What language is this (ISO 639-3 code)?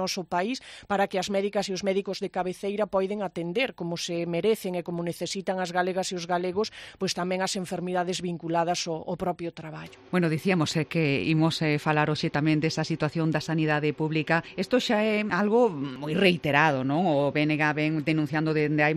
glg